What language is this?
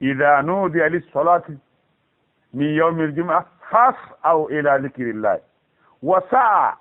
Fula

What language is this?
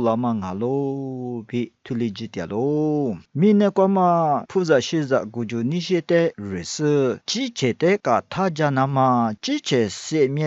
Lisu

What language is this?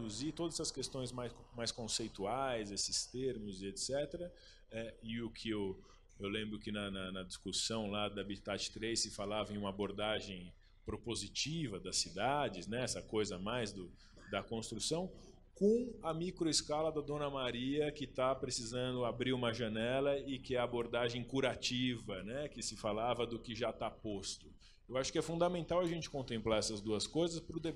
Portuguese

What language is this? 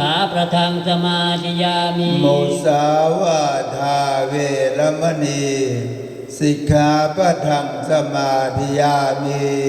Northeastern Thai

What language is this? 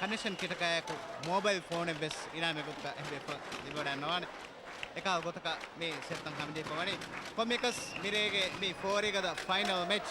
Divehi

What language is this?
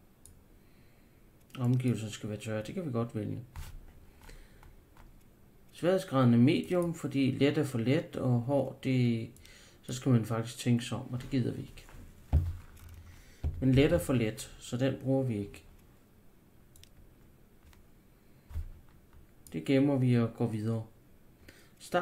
Danish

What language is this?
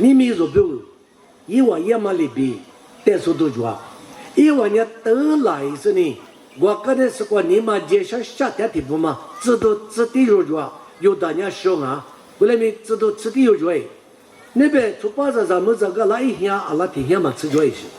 Lisu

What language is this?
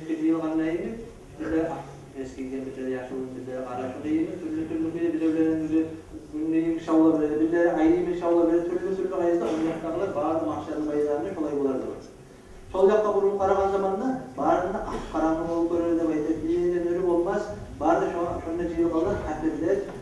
Kumyk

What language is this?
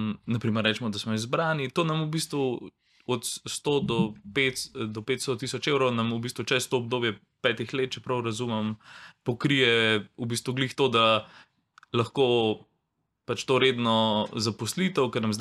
Slovenian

